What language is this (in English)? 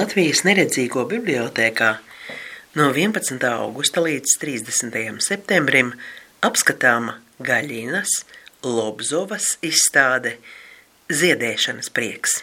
Latvian